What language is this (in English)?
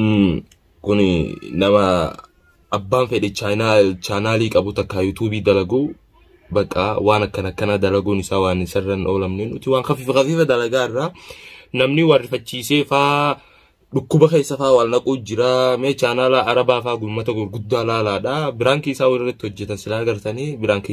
Oromo